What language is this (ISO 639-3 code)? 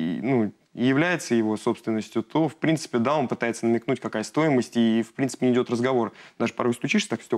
rus